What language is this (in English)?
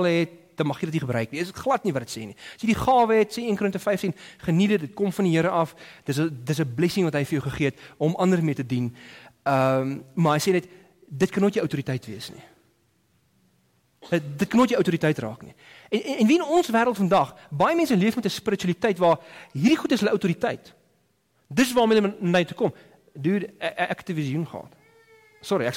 Afrikaans